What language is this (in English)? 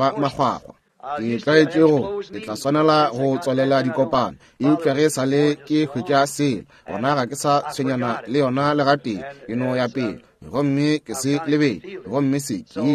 Northern Sotho